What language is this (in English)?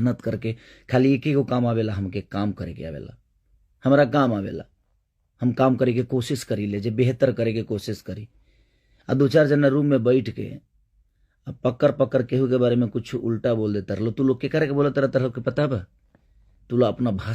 Bhojpuri